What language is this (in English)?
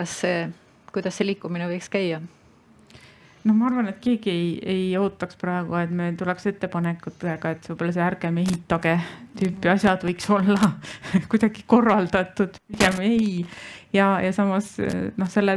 Estonian